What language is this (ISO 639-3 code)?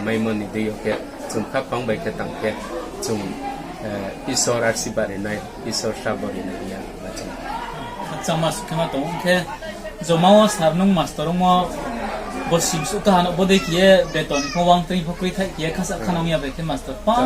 ria